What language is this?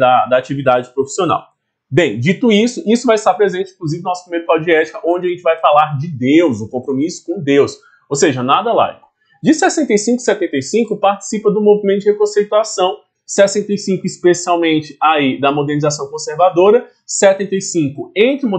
Portuguese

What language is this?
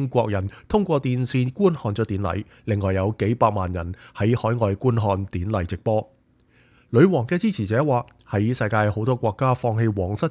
Cantonese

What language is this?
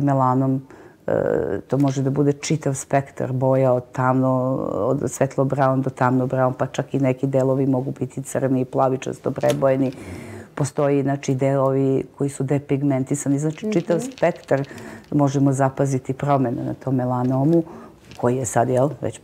Serbian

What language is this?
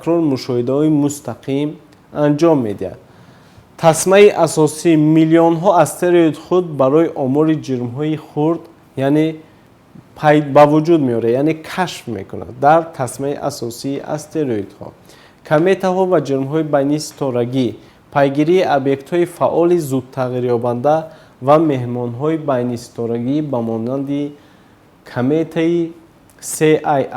Tajik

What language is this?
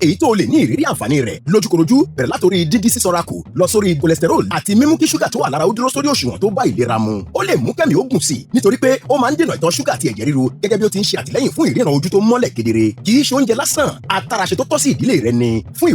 Yoruba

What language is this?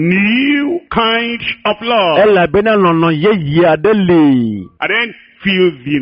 Ewe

